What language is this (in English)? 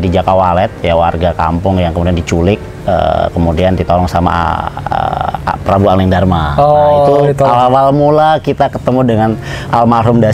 Indonesian